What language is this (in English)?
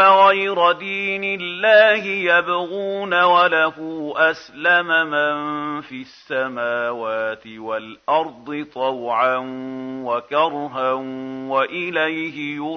Arabic